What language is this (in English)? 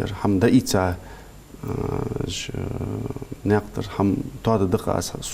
Ingush